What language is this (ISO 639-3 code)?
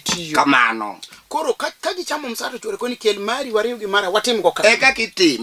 luo